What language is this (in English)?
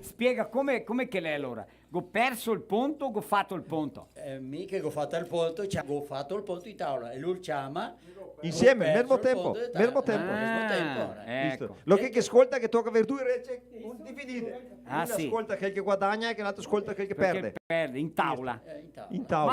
Venetian